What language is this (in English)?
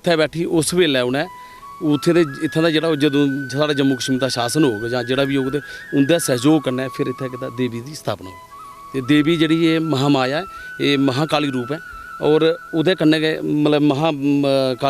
Dogri